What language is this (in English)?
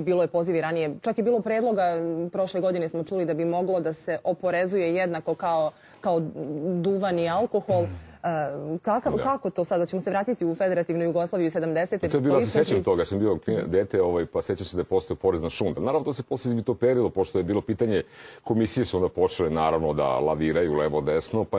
Serbian